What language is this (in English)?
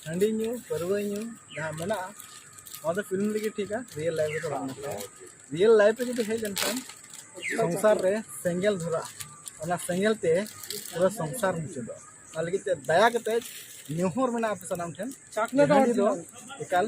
Santali